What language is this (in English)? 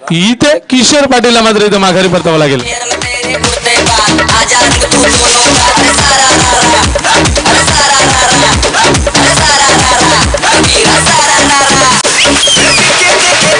Marathi